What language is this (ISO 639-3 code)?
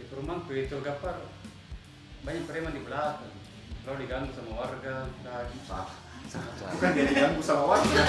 mfp